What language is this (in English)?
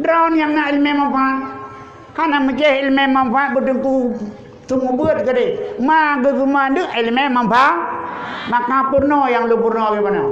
Achinese